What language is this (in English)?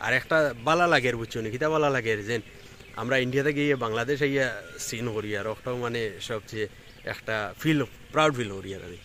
Sylheti